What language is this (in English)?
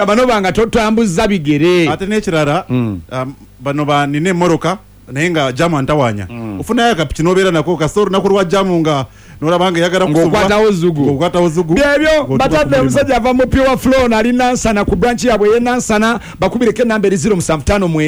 Ganda